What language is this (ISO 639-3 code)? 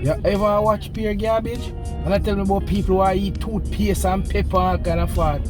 jam